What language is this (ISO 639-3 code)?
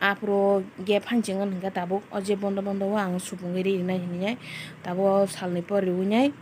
trp